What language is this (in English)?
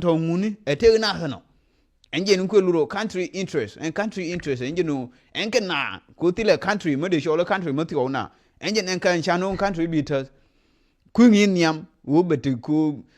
Nuer